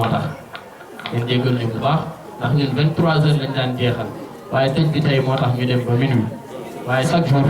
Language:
Wolof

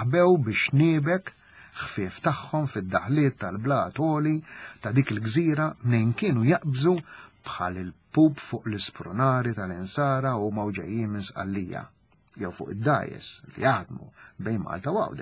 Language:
Maltese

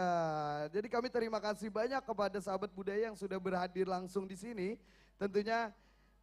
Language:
Banjar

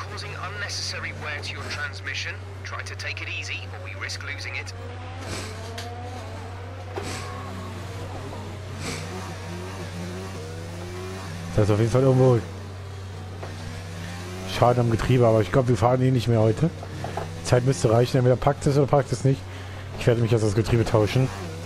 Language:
German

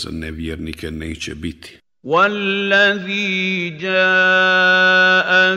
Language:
Bosnian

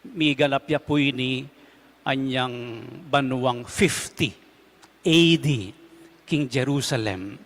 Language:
Pampanga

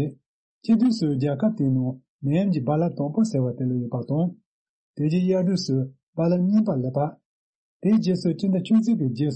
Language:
Tibetan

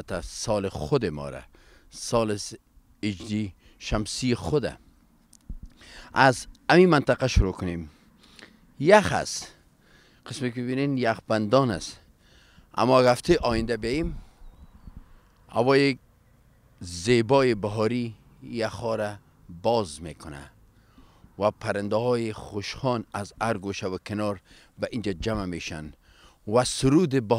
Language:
Persian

